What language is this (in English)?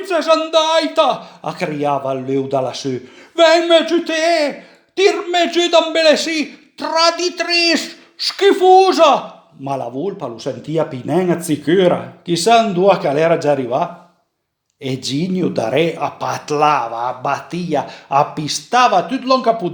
Piedmontese